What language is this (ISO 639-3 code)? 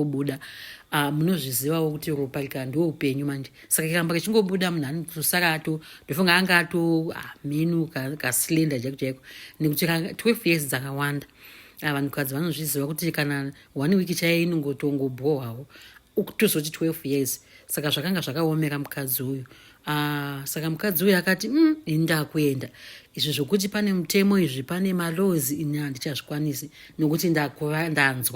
sna